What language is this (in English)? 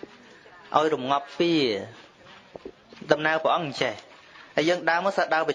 Khmer